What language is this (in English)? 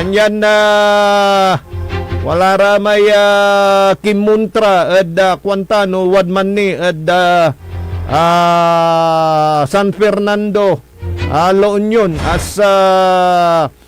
Pangasinan